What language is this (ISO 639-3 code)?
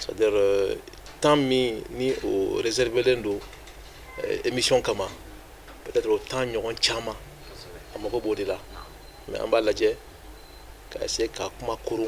bam